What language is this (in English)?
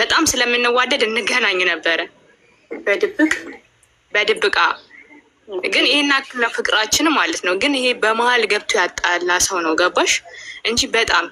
Amharic